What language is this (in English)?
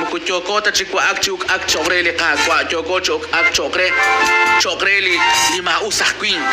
Kekchí